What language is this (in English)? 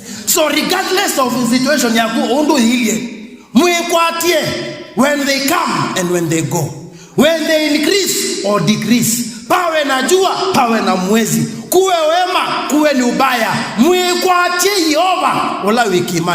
Kamba